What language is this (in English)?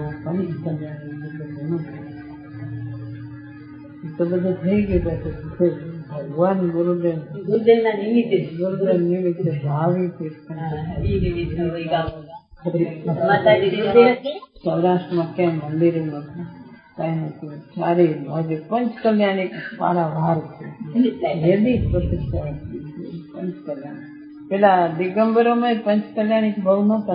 Gujarati